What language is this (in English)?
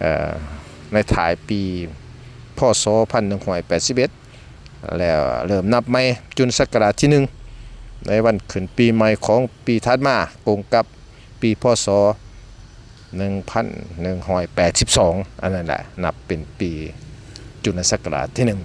Lao